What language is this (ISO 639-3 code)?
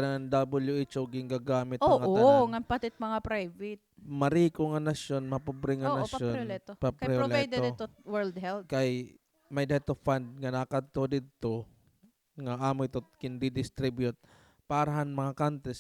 war